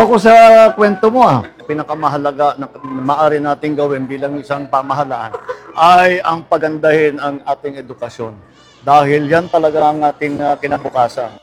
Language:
Filipino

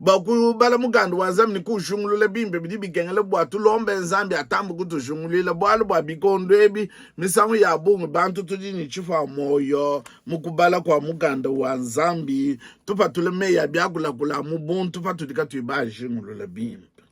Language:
Luba-Lulua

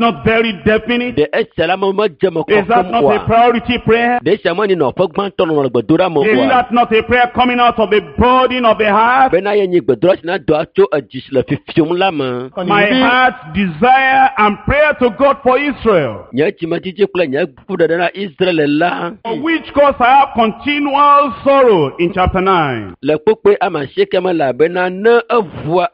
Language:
Ewe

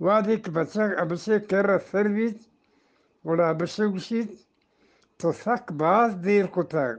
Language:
Eastern Balochi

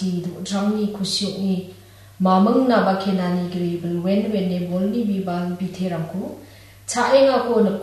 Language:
Garo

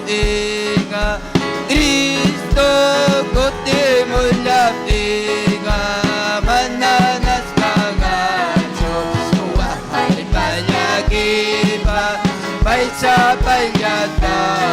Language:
Ayacucho Quechua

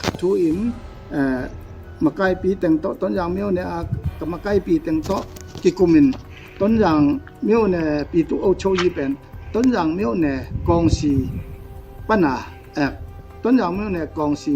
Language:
Tedim Chin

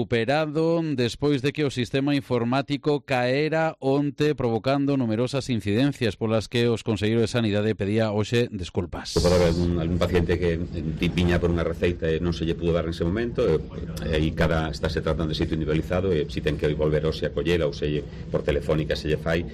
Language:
Galician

